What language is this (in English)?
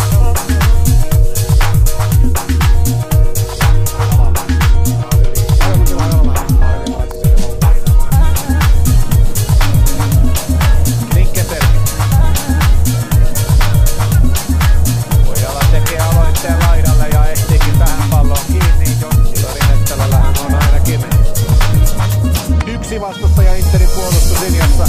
Finnish